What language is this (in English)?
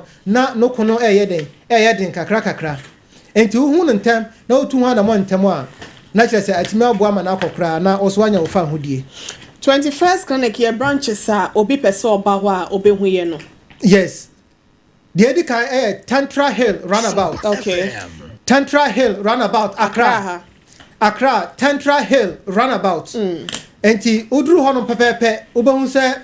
Akan